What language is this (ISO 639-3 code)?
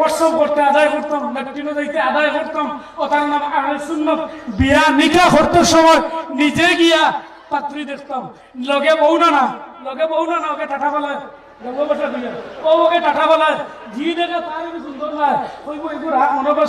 syl